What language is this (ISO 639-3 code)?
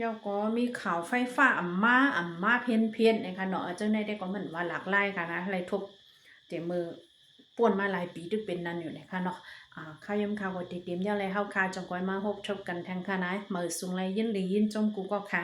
shn